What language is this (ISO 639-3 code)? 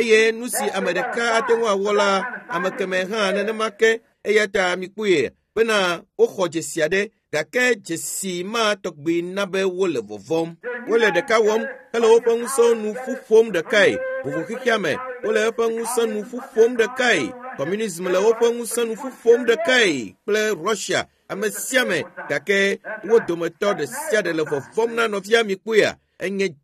ewe